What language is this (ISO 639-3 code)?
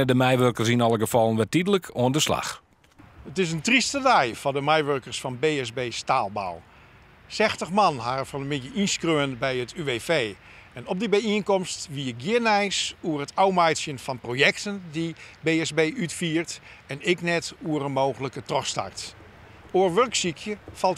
fry